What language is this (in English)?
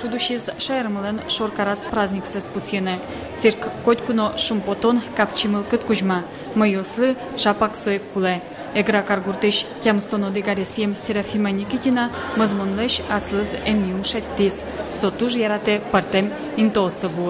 Udmurt